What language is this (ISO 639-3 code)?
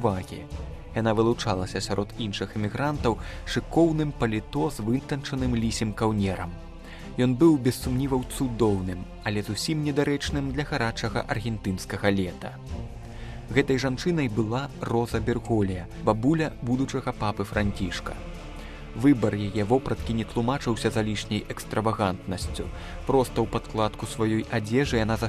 bel